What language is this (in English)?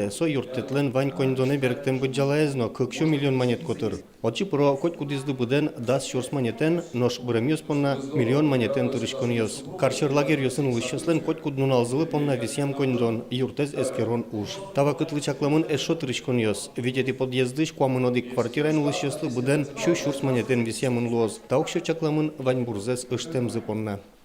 Udmurt